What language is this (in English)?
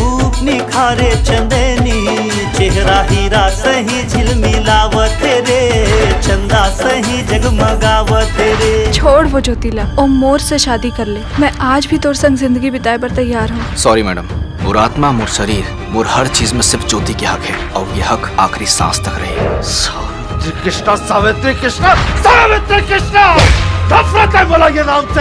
Chhattisgarhi